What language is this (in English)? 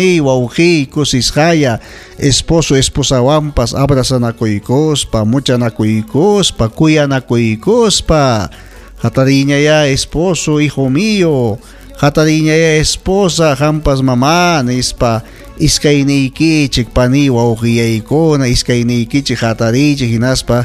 Ayacucho Quechua